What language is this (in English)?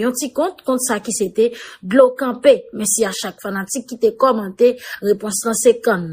Haitian Creole